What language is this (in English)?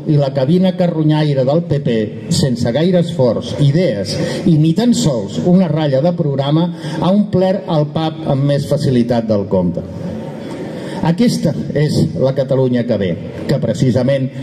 Catalan